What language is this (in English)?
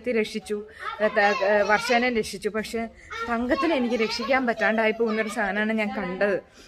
Malayalam